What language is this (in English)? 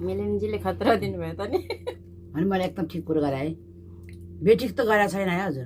Nepali